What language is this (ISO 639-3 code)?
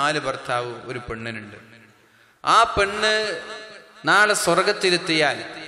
mal